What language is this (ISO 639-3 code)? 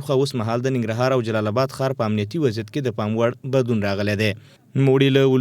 pus